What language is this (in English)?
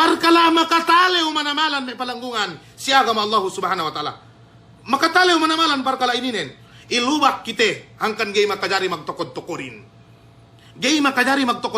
Yakan